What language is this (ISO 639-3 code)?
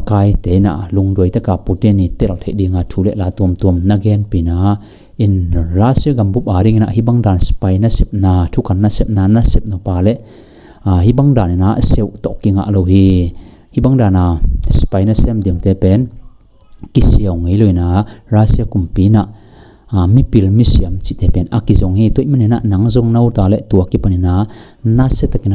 ctd